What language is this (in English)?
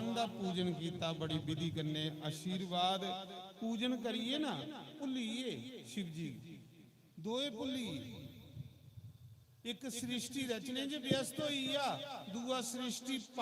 Dogri